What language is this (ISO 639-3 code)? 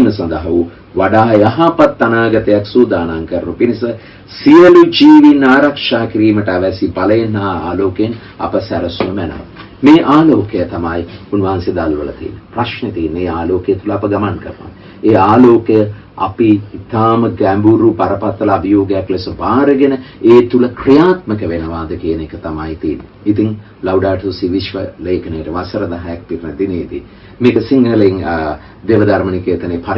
sin